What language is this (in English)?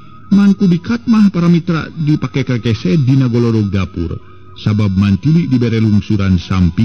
Sundanese